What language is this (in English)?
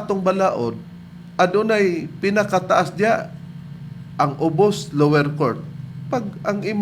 Cebuano